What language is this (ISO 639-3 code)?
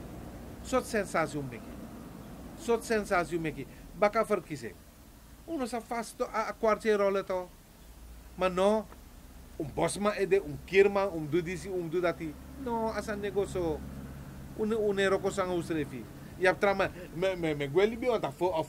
srn